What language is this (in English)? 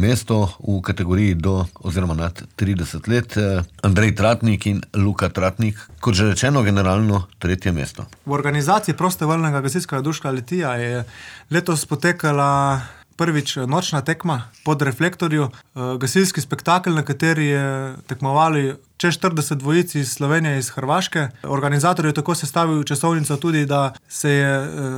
Slovenian